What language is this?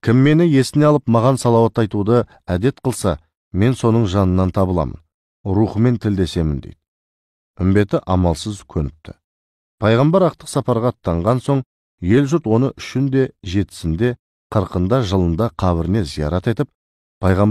Kazakh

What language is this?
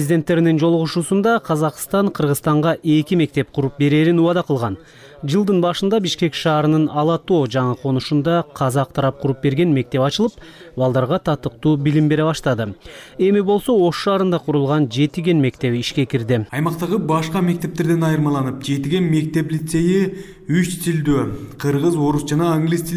Kyrgyz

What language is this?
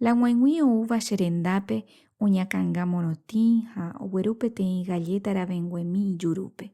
Guarani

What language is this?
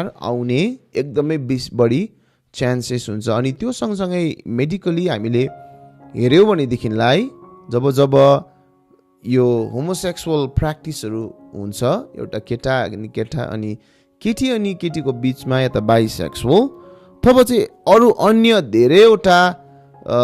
Nepali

